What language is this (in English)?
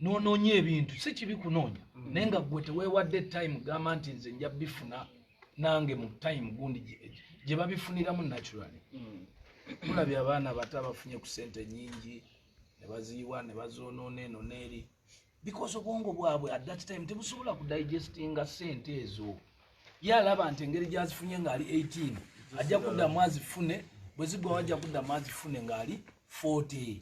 Ganda